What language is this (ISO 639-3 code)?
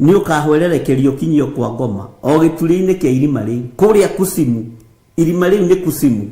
kik